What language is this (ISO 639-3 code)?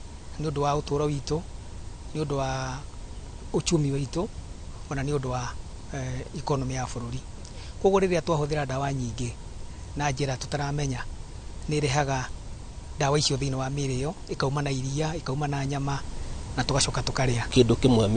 kik